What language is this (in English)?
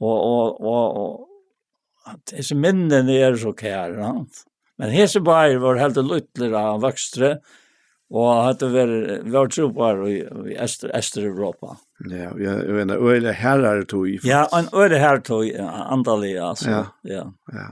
Faroese